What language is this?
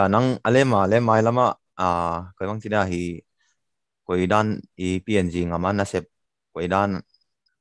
Tedim Chin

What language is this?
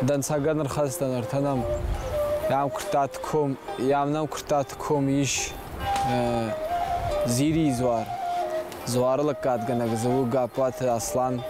Ossetic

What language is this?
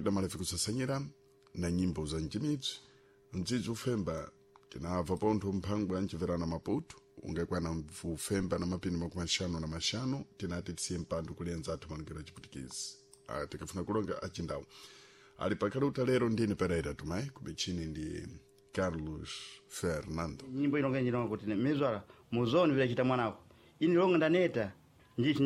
Sena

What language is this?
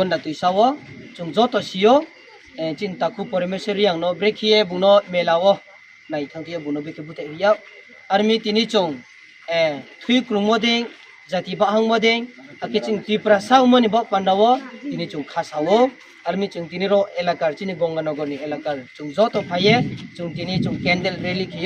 Riang (India)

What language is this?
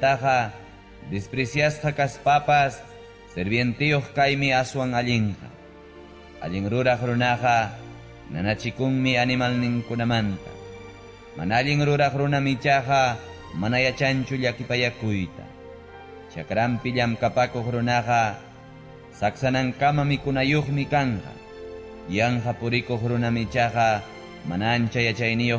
Ayacucho Quechua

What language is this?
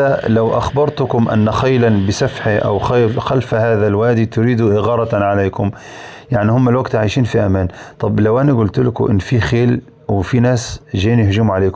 Egyptian Arabic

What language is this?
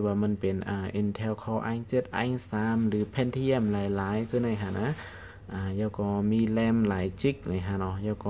Shan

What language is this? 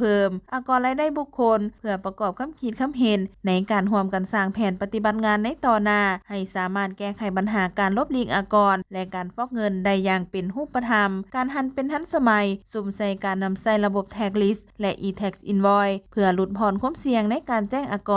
Lao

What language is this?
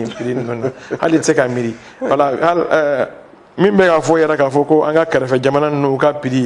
Bambara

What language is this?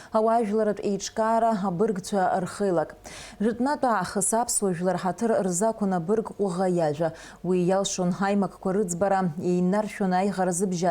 Abkhazian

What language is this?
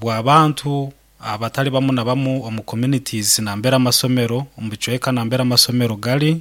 Nyankole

